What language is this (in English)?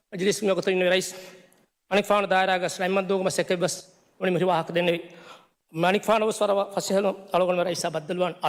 Divehi